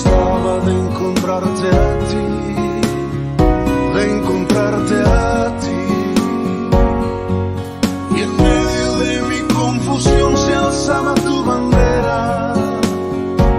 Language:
Spanish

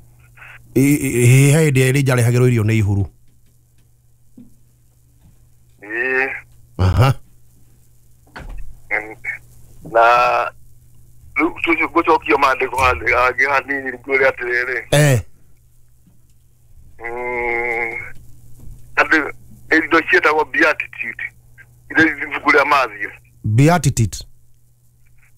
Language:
Kikuyu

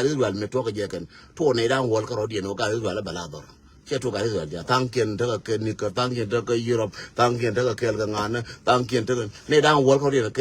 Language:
Nuer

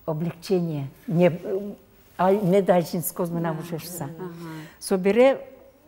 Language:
Udmurt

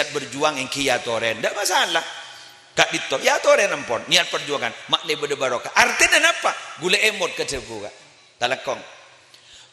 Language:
Madurese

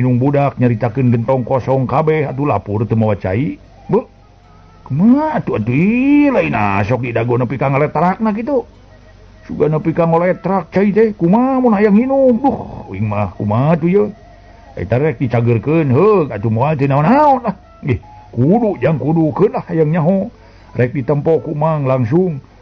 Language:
Sundanese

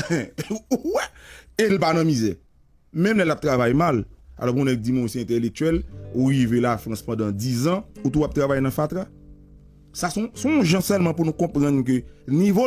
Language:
Haitian Creole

